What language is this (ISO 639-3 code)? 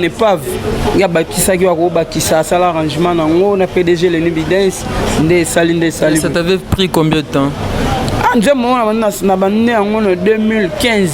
lin